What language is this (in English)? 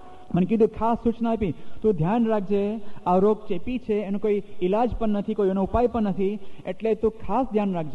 Gujarati